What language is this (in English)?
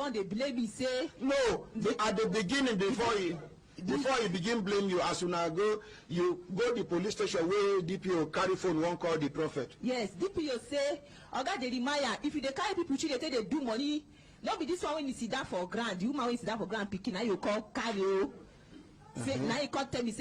Nigerian Pidgin